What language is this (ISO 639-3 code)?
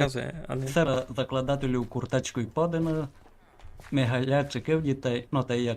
rue